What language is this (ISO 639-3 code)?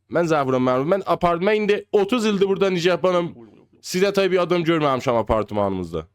azb